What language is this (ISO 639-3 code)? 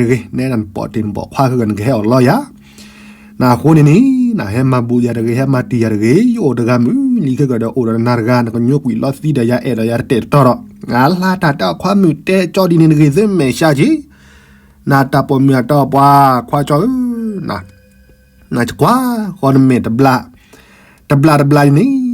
ksw